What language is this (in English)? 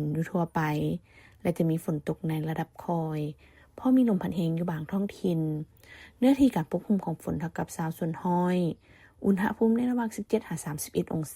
Lao